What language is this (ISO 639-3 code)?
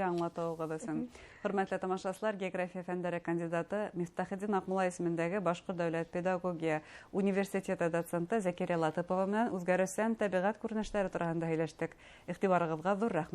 bak